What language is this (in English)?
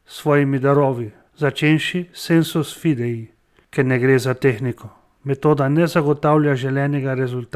Slovenian